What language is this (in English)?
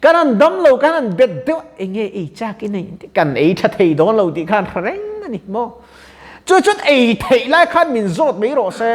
Mizo